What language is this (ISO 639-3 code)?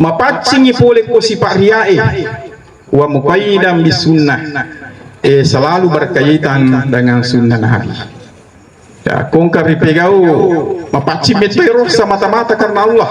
bug